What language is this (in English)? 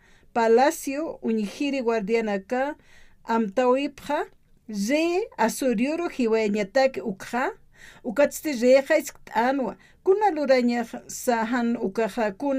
Aymara